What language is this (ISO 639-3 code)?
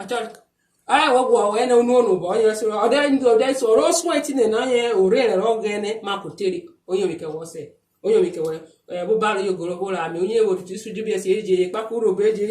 urh